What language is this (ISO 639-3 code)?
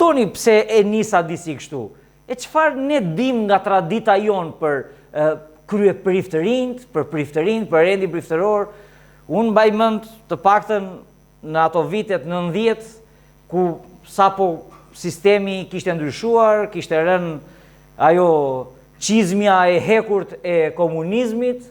sqi